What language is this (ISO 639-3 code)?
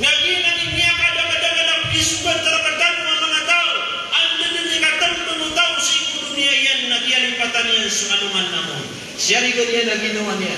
mrw